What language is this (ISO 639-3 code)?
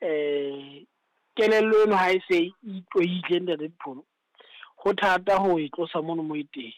sot